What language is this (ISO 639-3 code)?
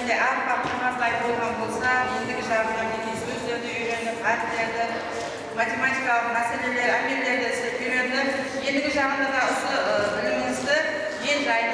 kaa